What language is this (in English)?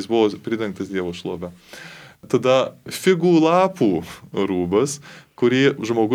Lithuanian